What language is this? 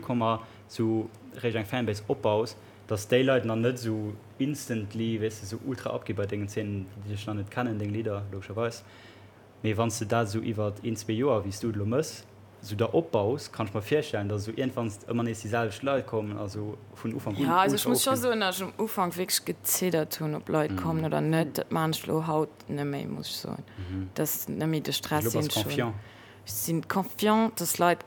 Luxembourgish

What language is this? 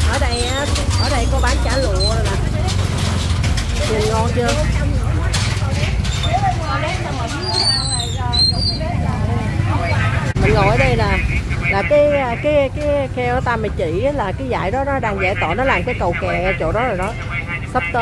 Vietnamese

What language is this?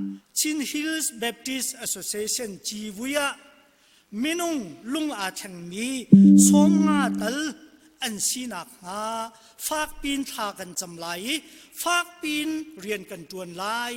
Hakha Chin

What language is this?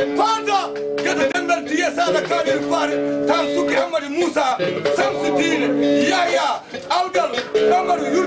Fula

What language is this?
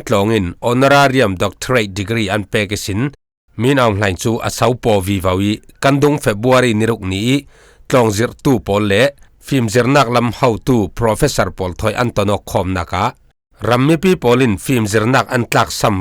Falam Chin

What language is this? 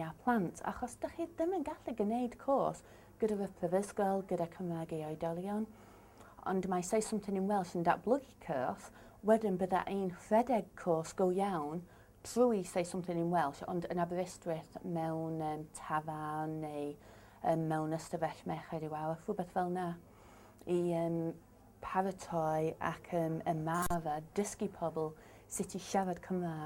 Welsh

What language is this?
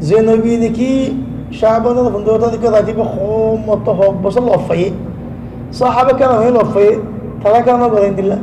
Rohingya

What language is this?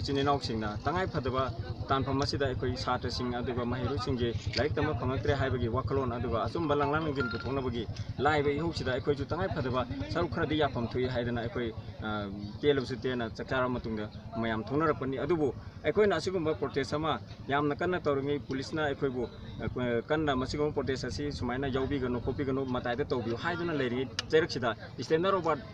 Manipuri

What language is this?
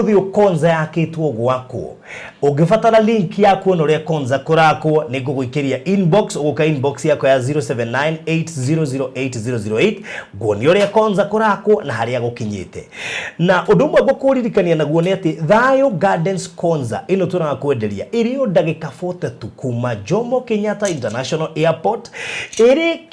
Kikuyu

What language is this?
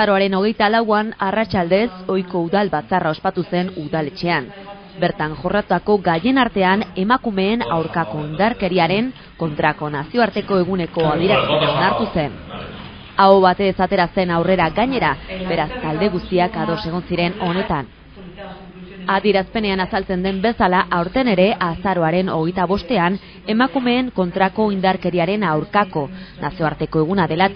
Basque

